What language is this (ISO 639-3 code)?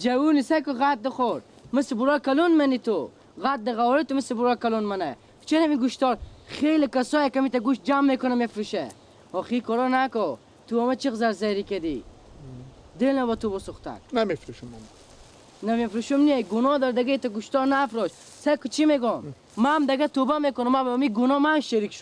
fas